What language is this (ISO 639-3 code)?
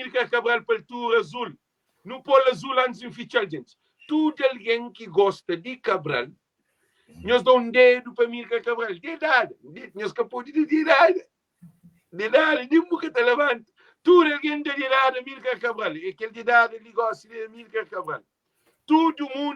kea